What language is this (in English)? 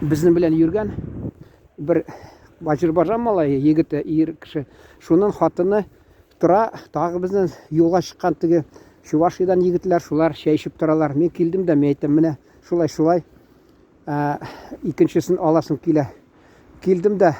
Tatar